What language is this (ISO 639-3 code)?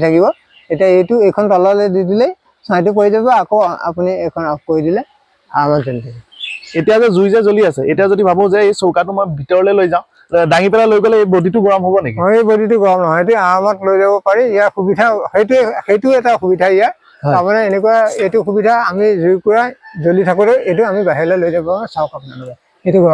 asm